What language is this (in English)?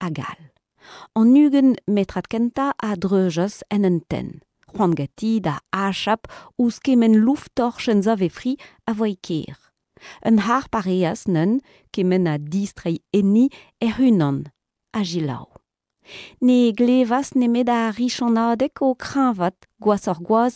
Breton